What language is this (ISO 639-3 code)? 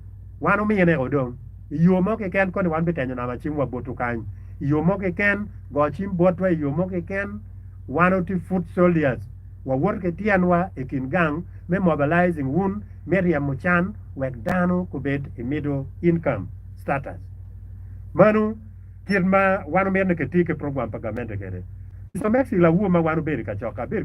ach